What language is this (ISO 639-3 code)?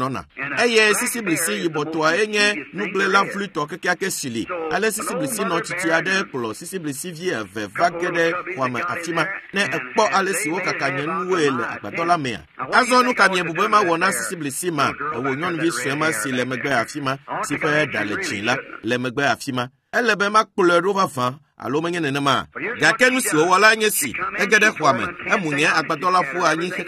ewe